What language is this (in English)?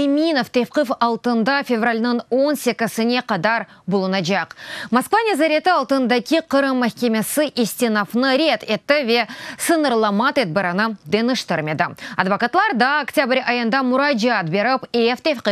Crimean Tatar